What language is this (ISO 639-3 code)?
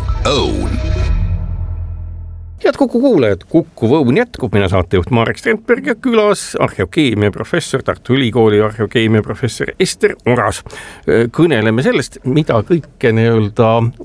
est